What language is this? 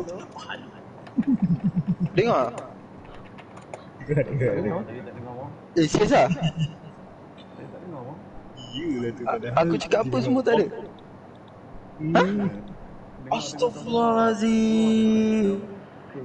Malay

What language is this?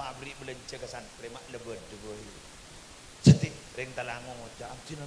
Madurese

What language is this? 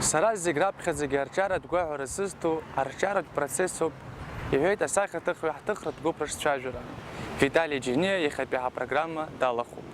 Abkhazian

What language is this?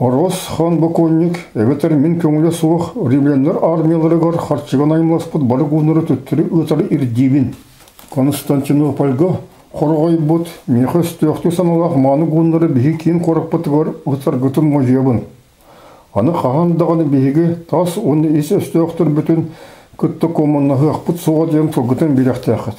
Yakut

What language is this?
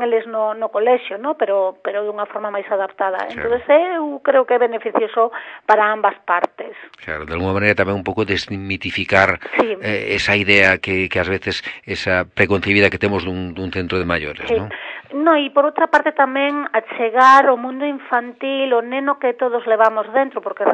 Galician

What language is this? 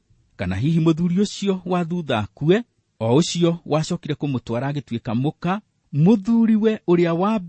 Kikuyu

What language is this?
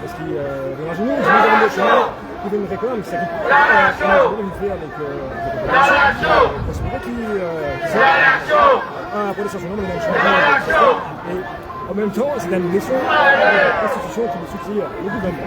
Morisyen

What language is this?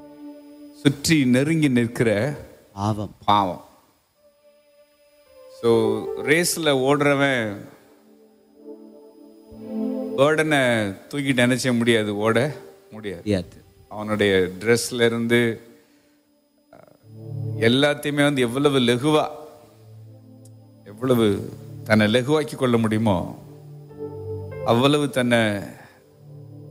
Tamil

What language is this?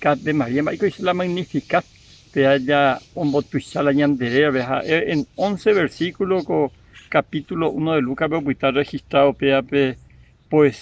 Guarani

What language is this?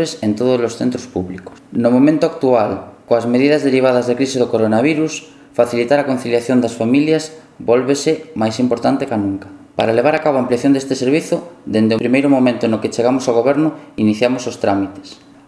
Galician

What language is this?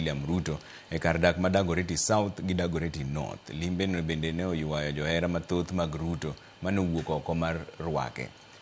Luo (Kenya and Tanzania)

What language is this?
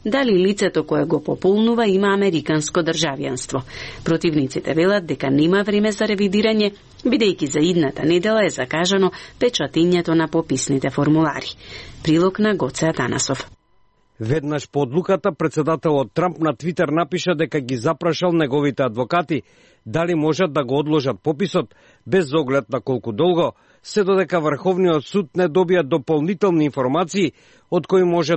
Macedonian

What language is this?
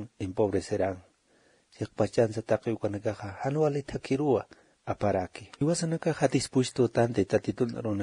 Aymara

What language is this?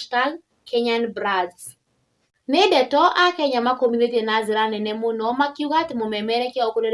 Kikuyu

